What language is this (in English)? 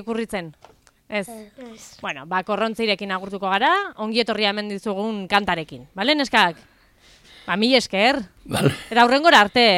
Basque